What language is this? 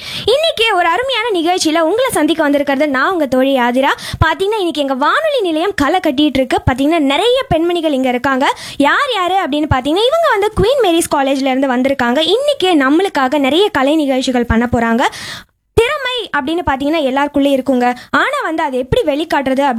Tamil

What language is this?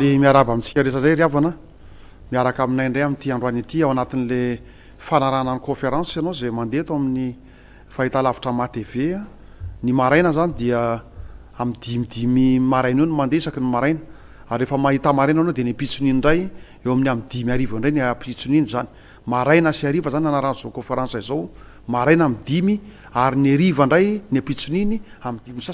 Malagasy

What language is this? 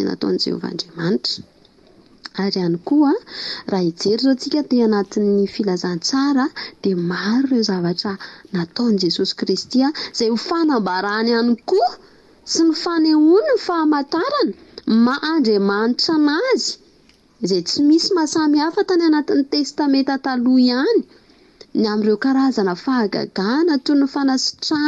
Malagasy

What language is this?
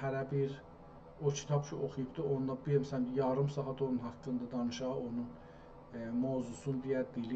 South Azerbaijani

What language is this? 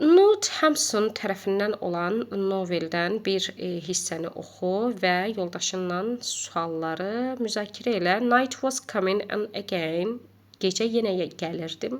Azerbaijani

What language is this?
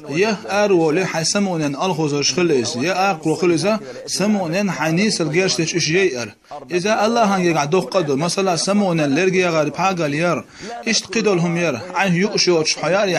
Chechen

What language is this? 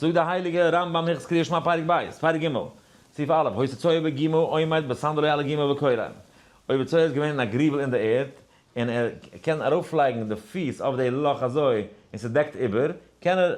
Yiddish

